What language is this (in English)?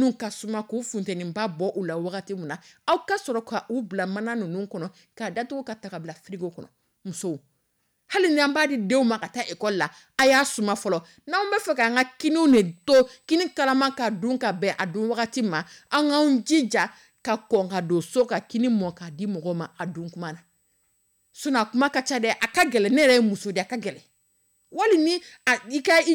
Dyula